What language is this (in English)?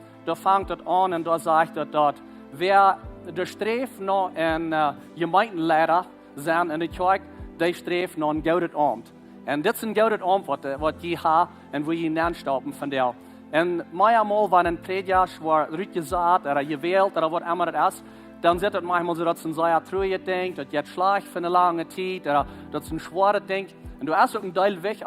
Plautdietsch